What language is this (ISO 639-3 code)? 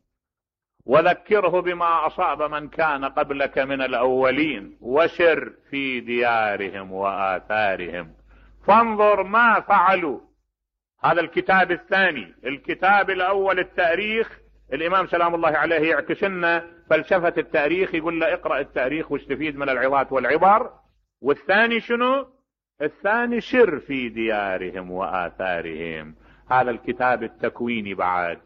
acm